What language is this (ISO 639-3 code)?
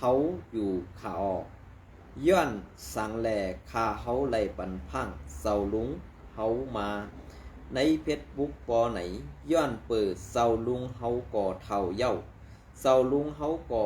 shn